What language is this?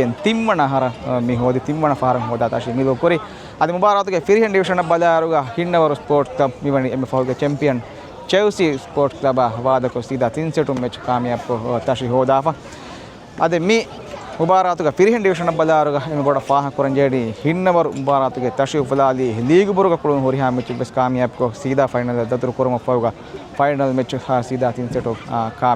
Divehi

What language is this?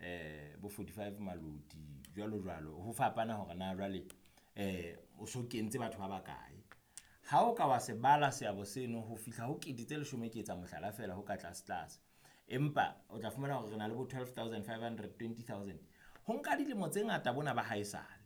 Southern Sotho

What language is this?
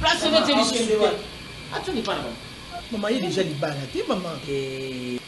Lingala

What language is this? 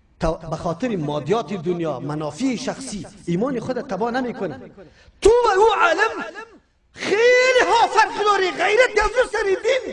Persian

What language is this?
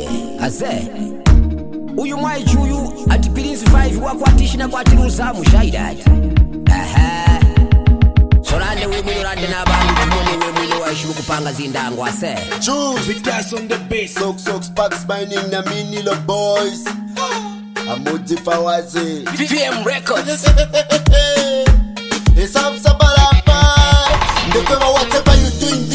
Swahili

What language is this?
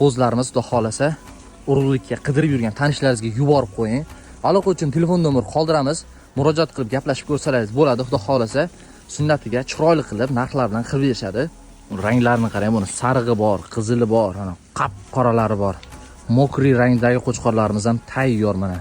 Uzbek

